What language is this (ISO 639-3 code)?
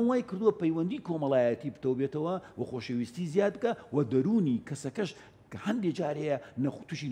ckb